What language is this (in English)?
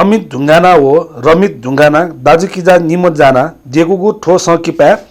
Newari